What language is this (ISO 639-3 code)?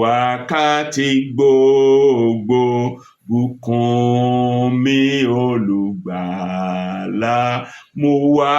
yor